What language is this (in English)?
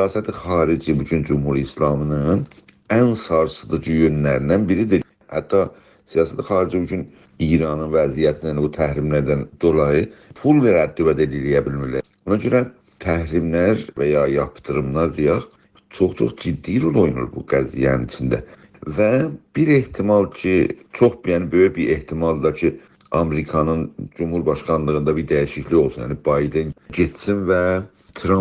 South Azerbaijani